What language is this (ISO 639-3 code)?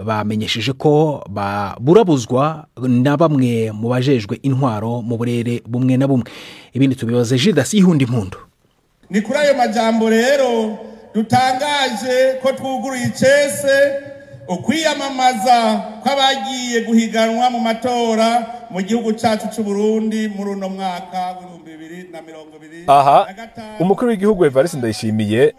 run